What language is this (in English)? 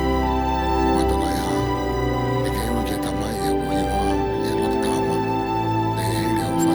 Tongan